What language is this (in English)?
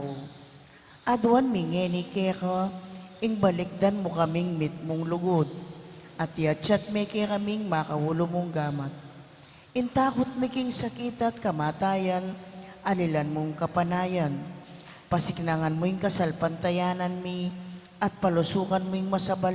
Pampanga